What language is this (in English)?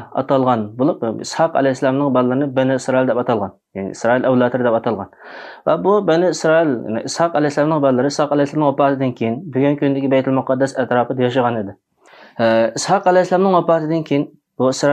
Uyghur